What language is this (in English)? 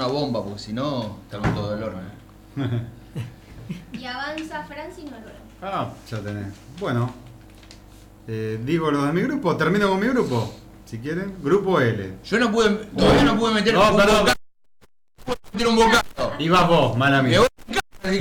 Spanish